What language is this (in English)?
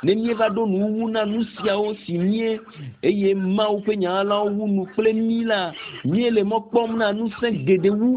Ewe